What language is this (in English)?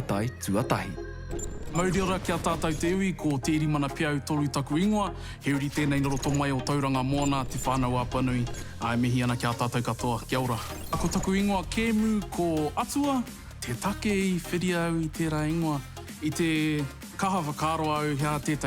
Māori